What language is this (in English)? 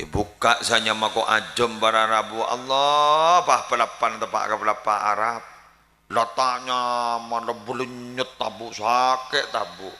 Madurese